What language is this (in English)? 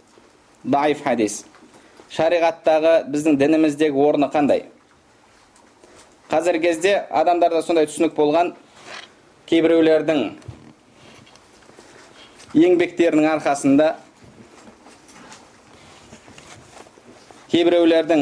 Kazakh